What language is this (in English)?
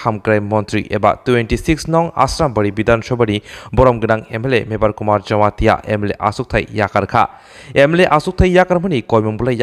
Kok Borok